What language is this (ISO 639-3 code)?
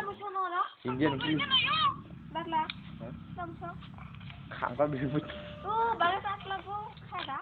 trp